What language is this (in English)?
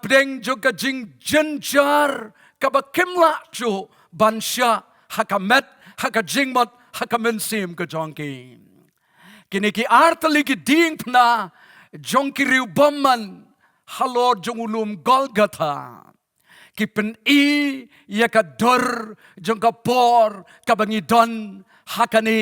Khasi